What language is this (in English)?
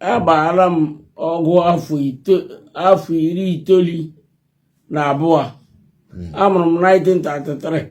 Igbo